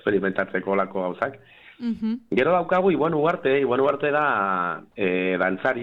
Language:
Basque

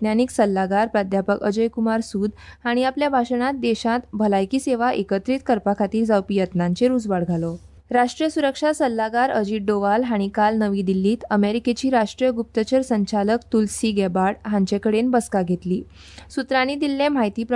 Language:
Konkani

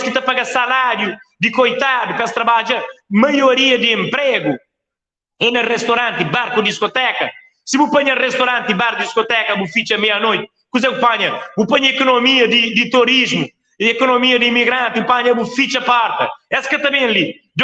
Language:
Kabuverdianu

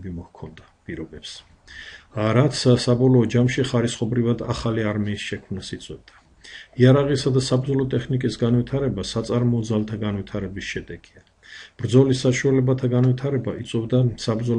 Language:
Georgian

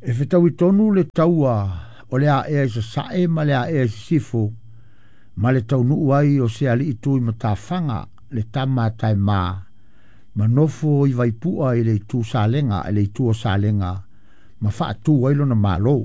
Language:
Samoan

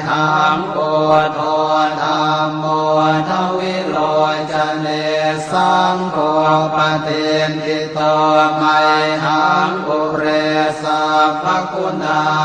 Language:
Pali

